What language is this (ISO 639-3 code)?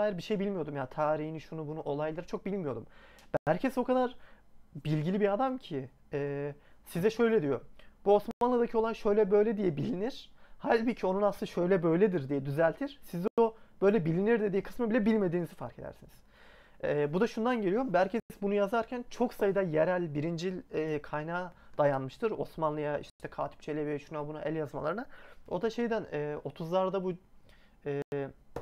tur